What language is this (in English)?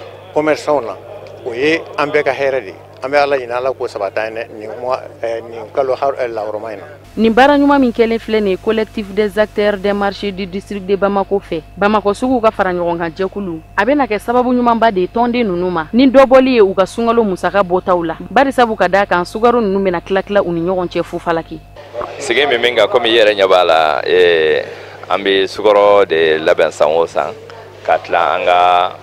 Bambara